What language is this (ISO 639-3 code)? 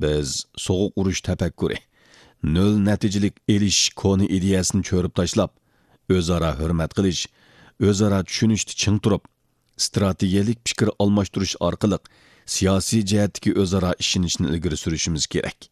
uig